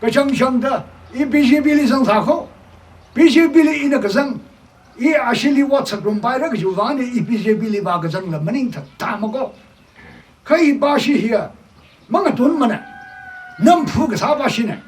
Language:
Tangkhul Naga (India)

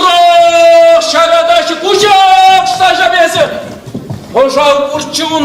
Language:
Chuvash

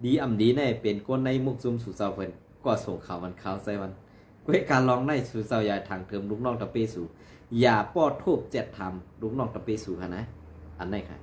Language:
Shan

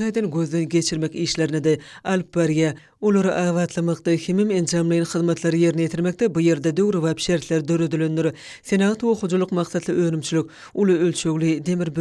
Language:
Turkmen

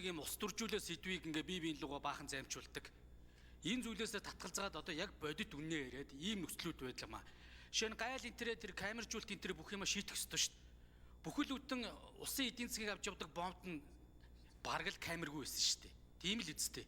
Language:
Mongolian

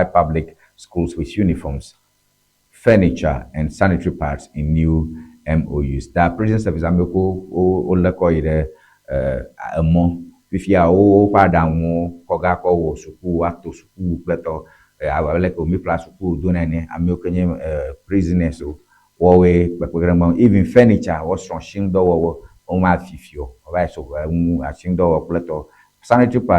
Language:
Ewe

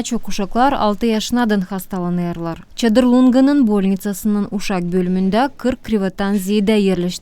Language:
Gagauz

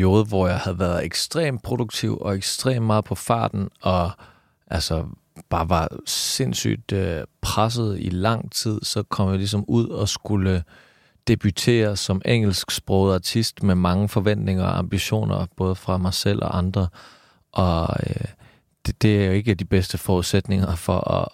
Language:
Danish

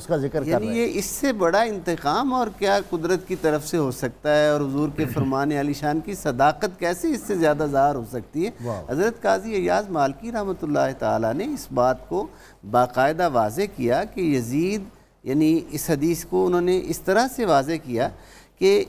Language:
Urdu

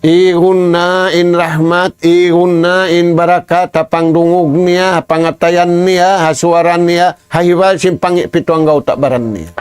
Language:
Tausug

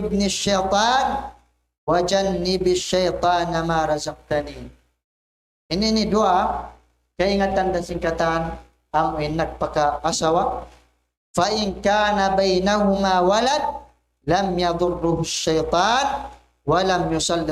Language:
Tausug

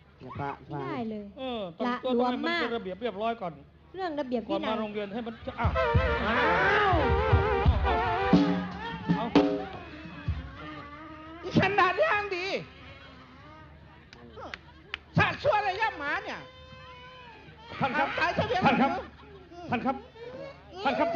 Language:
Northeastern Thai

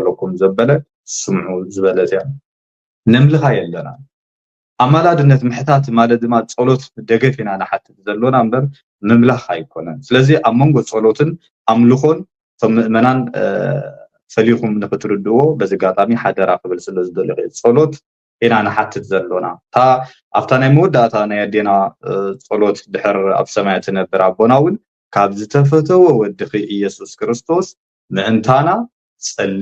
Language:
Tigrinya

